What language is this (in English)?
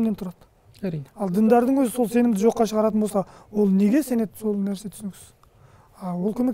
Kazakh